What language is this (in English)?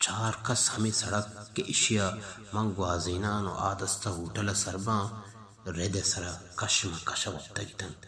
Baluchi